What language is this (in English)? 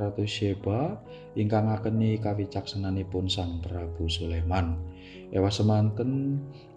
Javanese